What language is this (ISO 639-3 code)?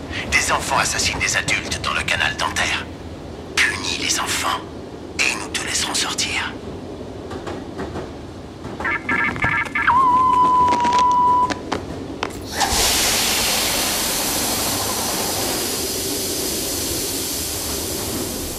fra